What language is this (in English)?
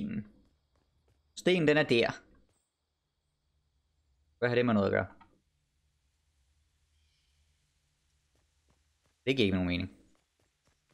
Danish